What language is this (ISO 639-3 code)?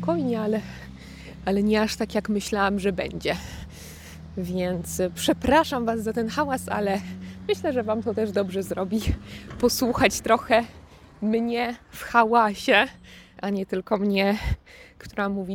pol